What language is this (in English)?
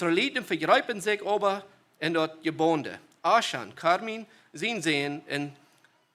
Plautdietsch